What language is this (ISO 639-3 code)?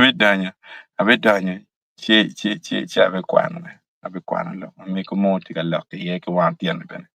ach